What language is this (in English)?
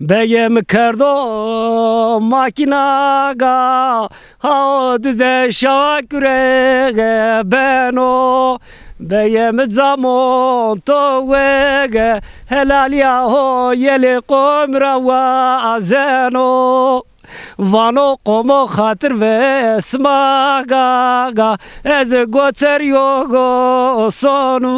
Zaza